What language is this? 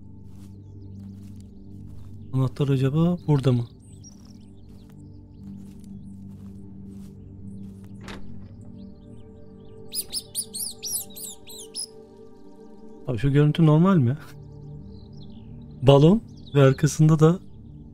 Turkish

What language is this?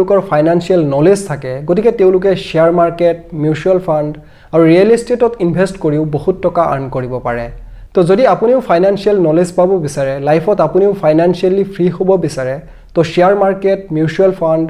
Assamese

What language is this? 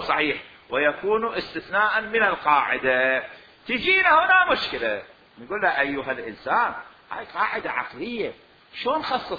Mesopotamian Arabic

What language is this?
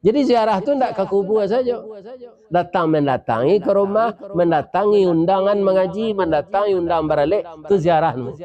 Minangkabau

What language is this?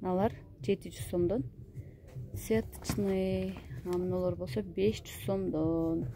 Kyrgyz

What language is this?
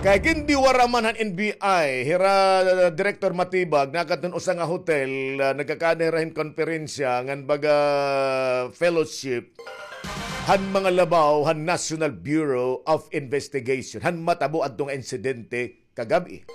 Waray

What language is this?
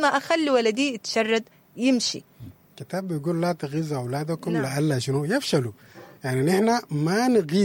Sudanese Arabic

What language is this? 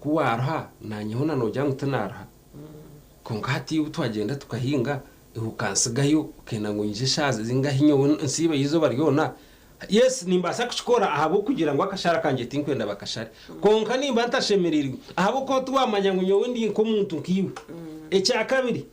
Nyankole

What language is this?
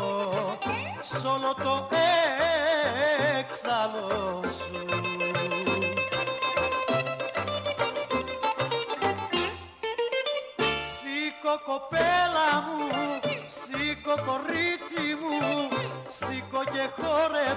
Greek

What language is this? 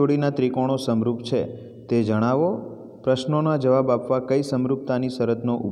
Gujarati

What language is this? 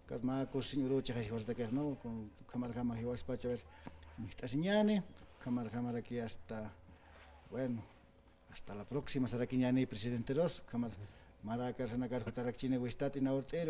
Aymara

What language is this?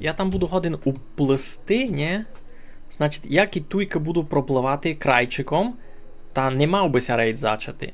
Rusyn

